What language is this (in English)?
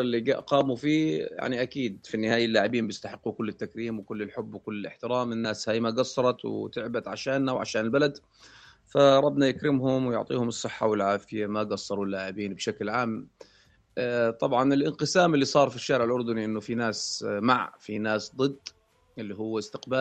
North Levantine Arabic